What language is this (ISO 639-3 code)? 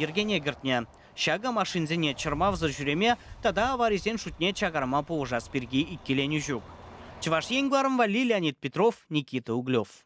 chv